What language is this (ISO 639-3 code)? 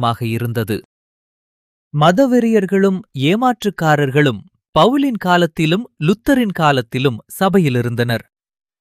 tam